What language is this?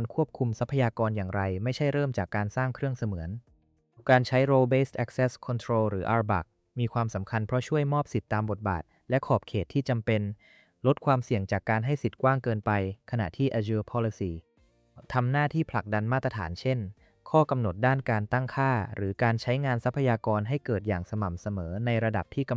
Thai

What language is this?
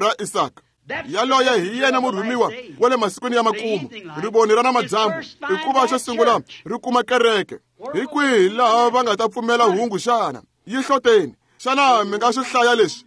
Tsonga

